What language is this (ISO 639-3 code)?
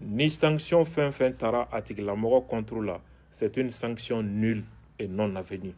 bam